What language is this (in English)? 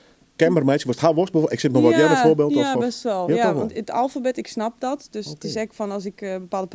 Western Frisian